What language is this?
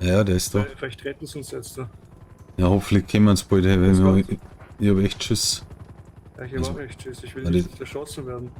Bavarian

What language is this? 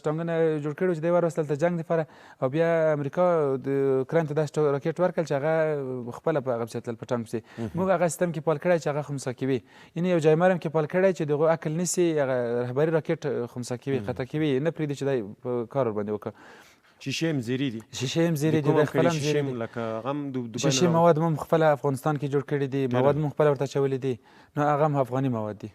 Pashto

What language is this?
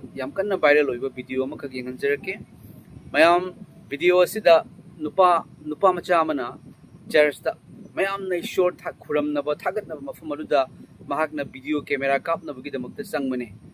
Manipuri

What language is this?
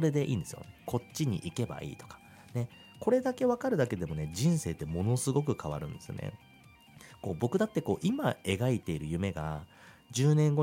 Japanese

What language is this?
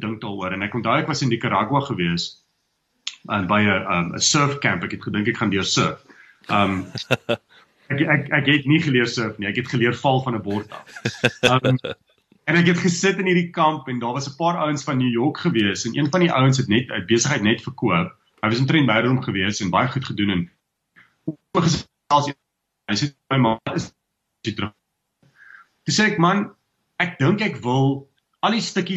Afrikaans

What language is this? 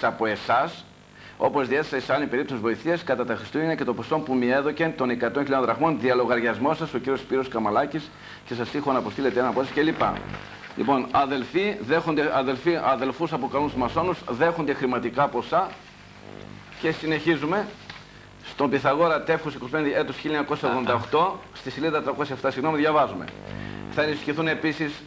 Greek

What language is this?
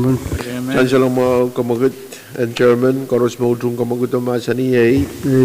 Pohnpeian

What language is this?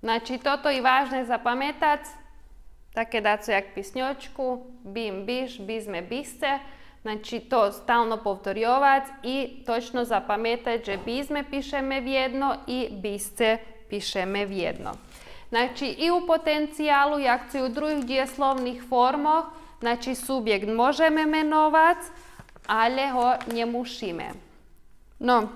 Rusyn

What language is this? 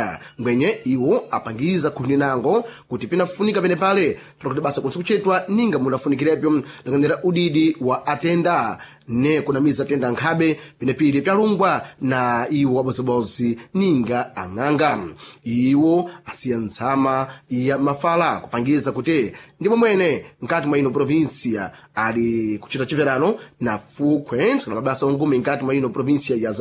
Sena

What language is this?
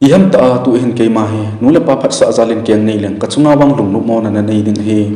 Thado Chin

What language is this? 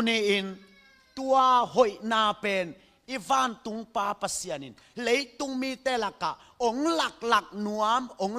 Tedim Chin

